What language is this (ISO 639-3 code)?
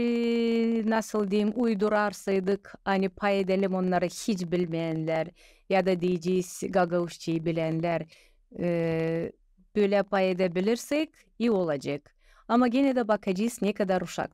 gag